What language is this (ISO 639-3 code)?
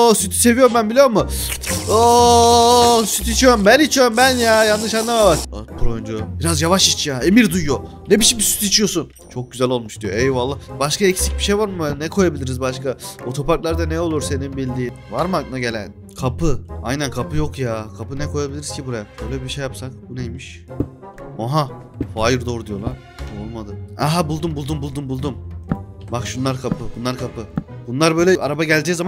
tur